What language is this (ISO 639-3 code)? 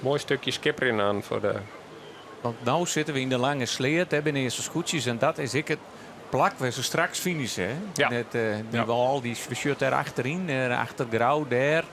fry